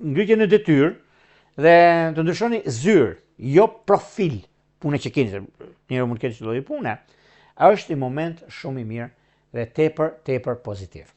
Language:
Albanian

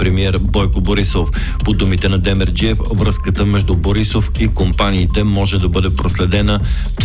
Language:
Bulgarian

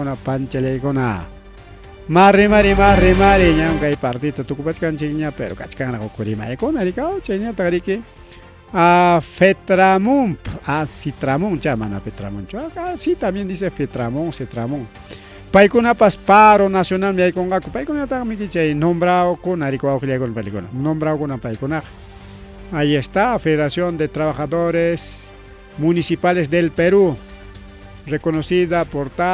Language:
Ayacucho Quechua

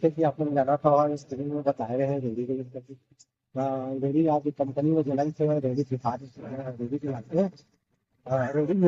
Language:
Chhattisgarhi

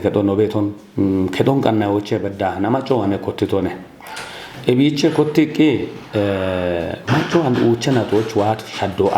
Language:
Kafa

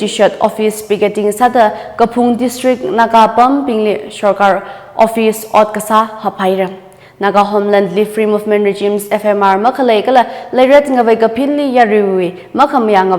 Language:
Tangkhul Naga (India)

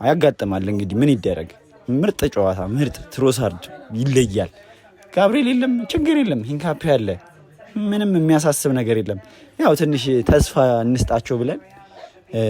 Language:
Amharic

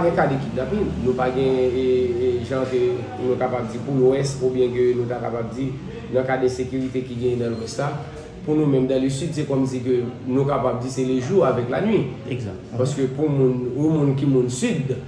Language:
Haitian Creole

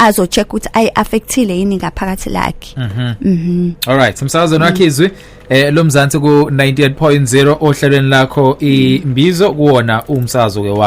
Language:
Zulu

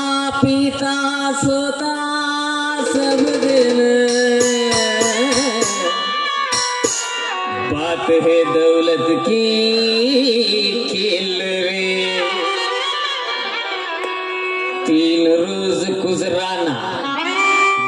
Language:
Kannada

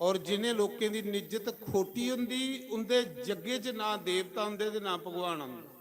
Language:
Dogri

